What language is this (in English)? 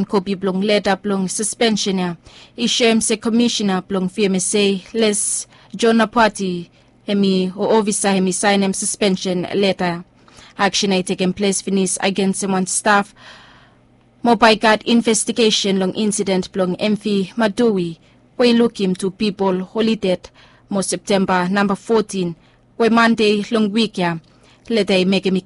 Bislama